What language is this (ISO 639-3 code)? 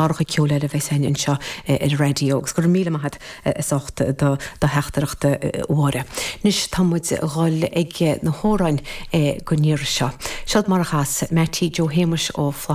gle